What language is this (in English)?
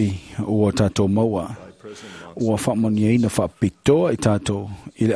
Samoan